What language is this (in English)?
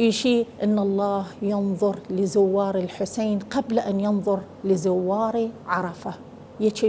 Southern Kurdish